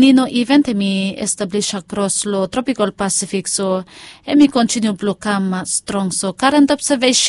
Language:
Bislama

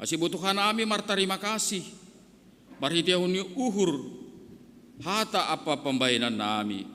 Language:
Batak Simalungun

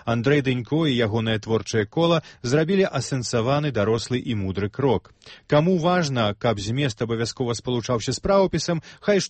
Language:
Belarusian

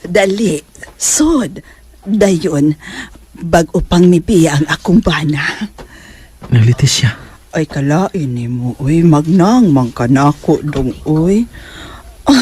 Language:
Cebuano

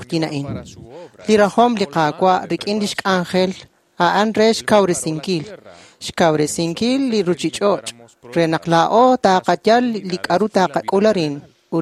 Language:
Kekchí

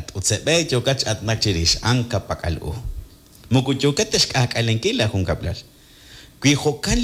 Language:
Kekchí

